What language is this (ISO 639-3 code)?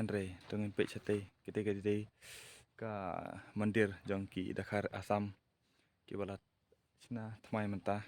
kha